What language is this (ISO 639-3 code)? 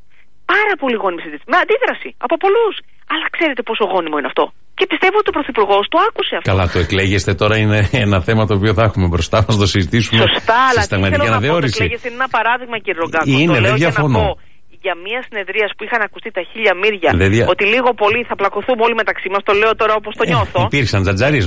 ell